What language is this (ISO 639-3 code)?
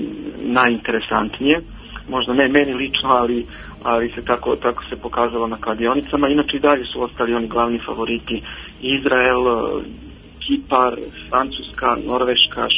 srp